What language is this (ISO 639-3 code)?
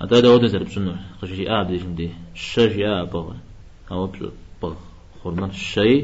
kbd